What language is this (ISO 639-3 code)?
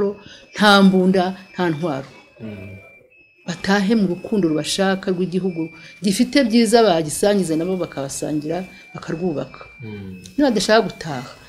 kin